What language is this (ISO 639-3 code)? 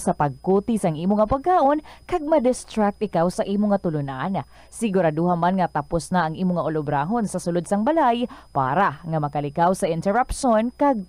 hil